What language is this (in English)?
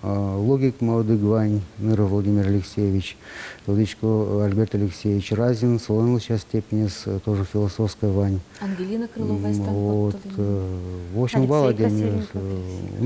Udmurt